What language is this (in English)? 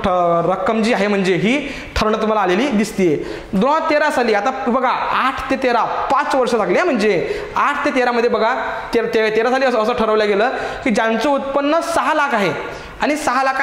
Marathi